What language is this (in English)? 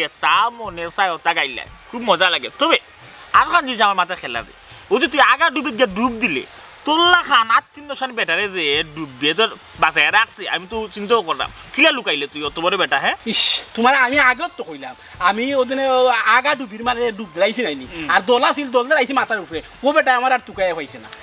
Sylheti